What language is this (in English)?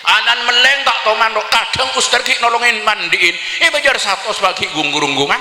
Madurese